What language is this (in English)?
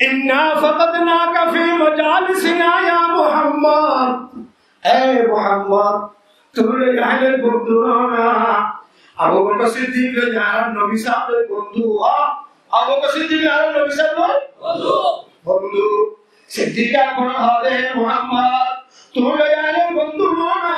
Rohingya